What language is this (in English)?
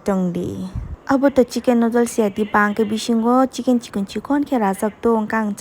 Kok Borok